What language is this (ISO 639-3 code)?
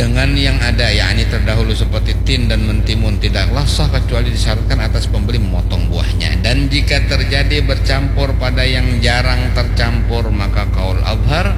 bjn